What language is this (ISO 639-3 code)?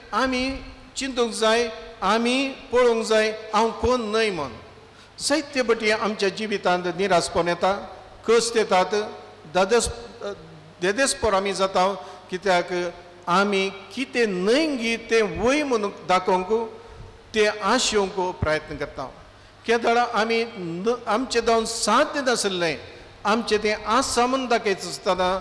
kok